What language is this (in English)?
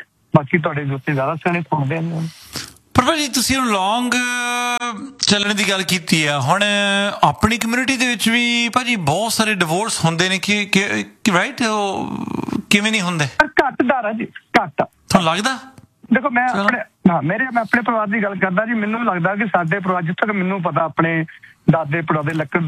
Punjabi